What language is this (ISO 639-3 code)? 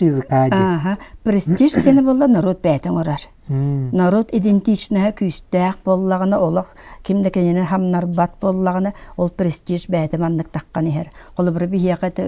sah